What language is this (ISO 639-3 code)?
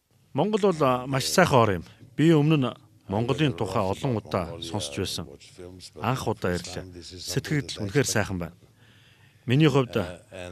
mon